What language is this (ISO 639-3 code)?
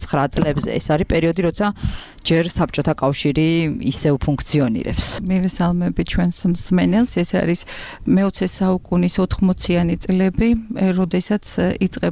kat